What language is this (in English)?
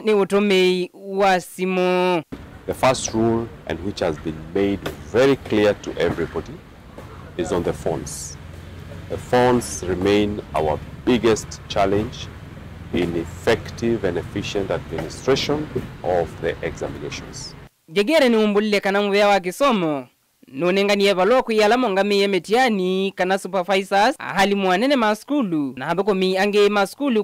Kamba